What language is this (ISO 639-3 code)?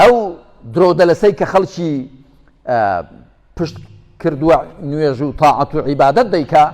ckb